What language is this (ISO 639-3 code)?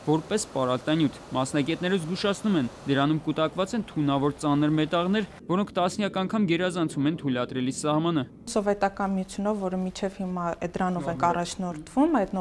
hye